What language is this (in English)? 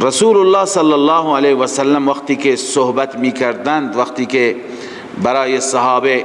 Persian